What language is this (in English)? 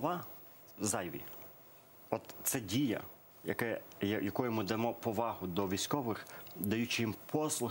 Ukrainian